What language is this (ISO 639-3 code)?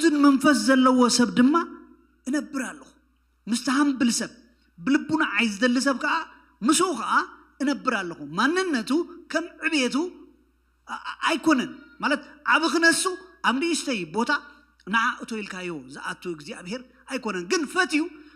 tir